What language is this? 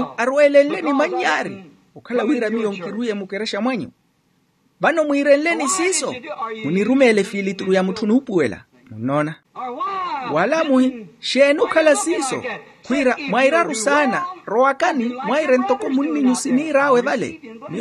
Makhuwa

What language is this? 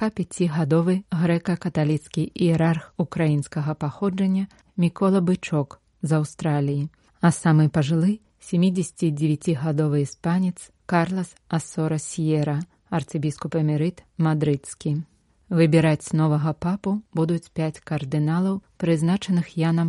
Belarusian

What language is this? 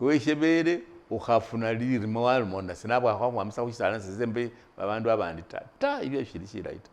Masaaba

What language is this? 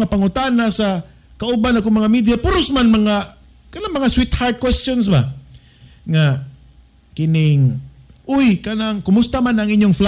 Cebuano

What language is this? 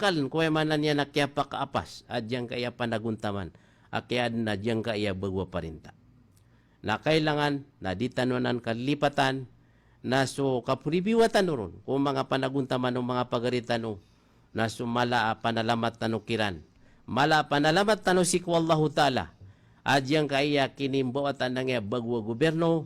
Maranao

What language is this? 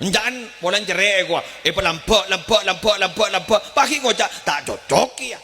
Madurese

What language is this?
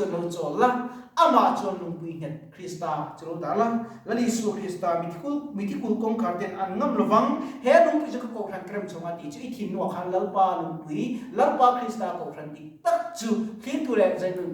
Mizo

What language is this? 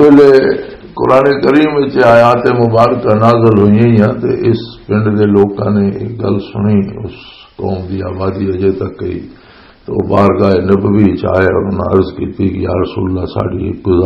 Western Panjabi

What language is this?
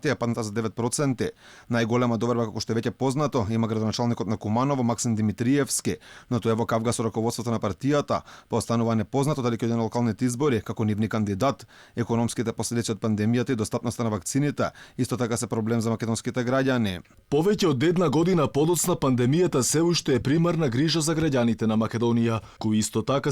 Macedonian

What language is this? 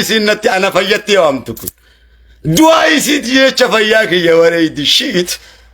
Oromo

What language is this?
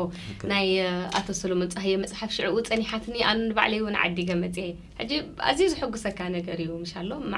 Tigrinya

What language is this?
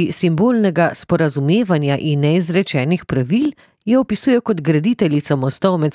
Slovenian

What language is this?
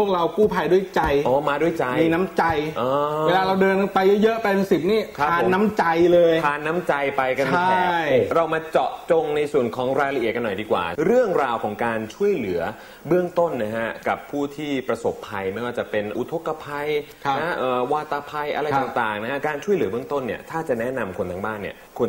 Thai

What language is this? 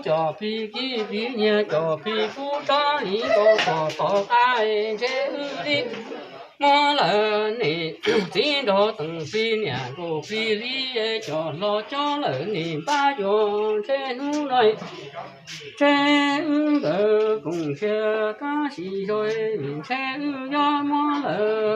Hmong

